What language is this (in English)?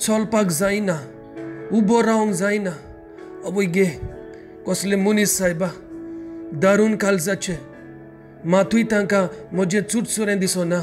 Konkani